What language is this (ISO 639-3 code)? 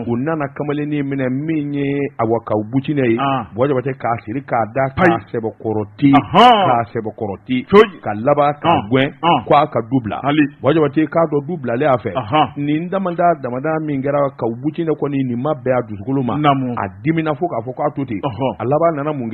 bam